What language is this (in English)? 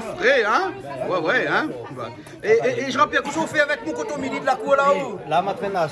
Réunion Creole French